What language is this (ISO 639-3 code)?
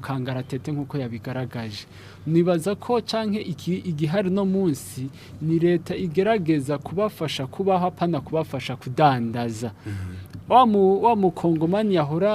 run